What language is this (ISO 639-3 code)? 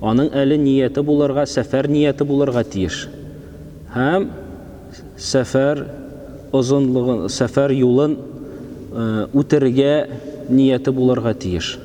tat